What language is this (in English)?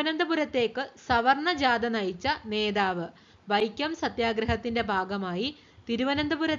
Malayalam